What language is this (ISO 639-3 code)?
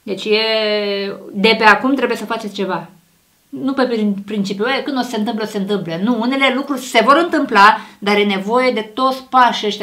ron